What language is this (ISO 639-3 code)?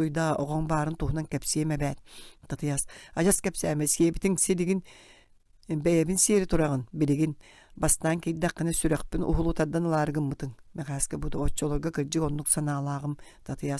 sah